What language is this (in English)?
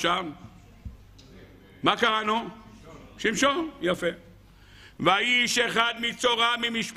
Hebrew